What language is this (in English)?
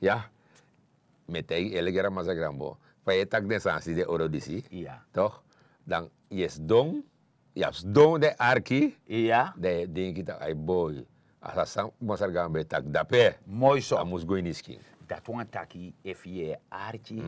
Sranan Tongo